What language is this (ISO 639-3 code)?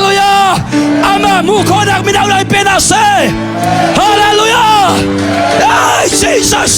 cnh